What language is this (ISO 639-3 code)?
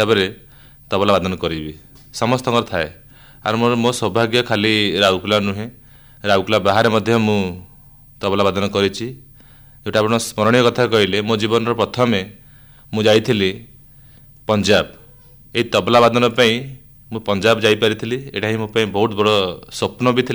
ori